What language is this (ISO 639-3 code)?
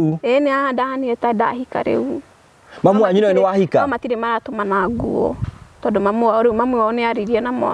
kik